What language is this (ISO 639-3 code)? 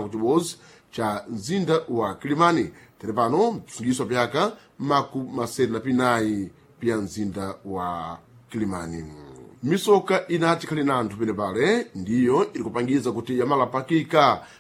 seh